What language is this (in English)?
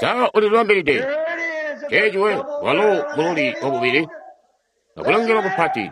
Tonga (Zambia)